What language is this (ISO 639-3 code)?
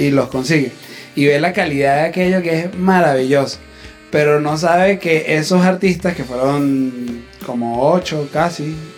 spa